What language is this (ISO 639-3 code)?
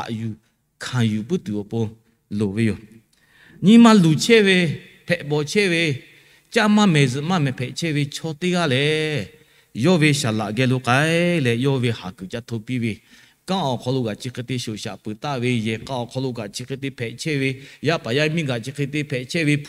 lhu